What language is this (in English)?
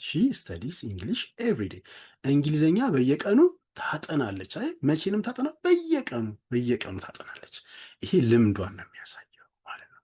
Amharic